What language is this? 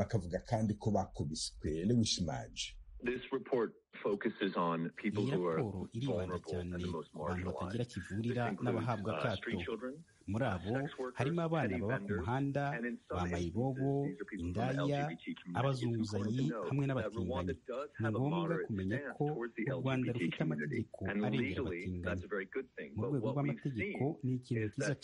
Kinyarwanda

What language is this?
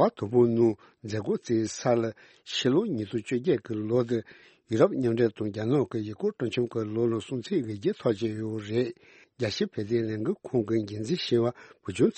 Tibetan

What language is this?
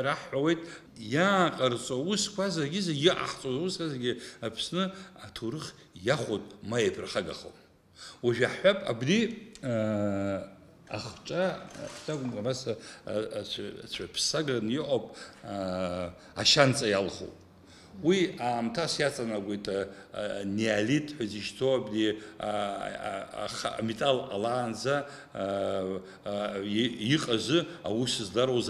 Abkhazian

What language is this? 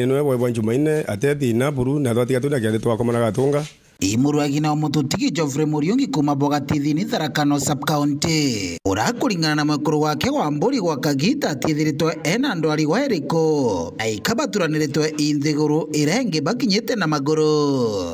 Meru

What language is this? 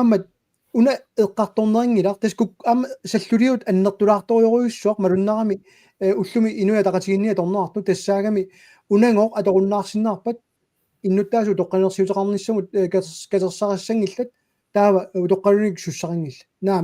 Kalaallisut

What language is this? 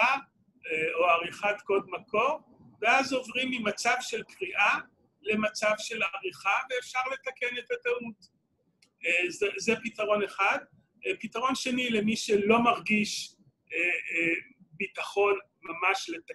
Hebrew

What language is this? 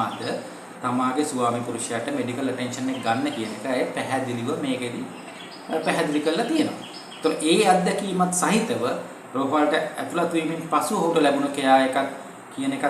Sinhala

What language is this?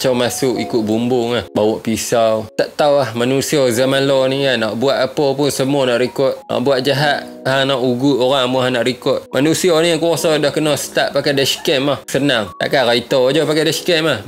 Malay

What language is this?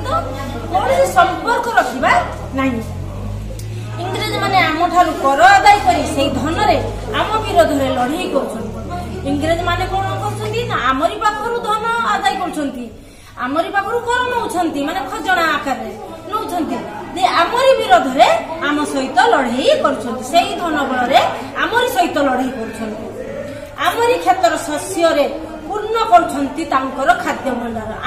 Odia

